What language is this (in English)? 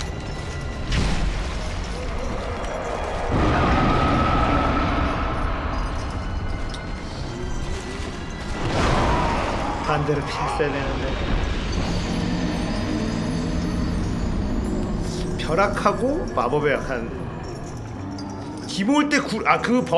Korean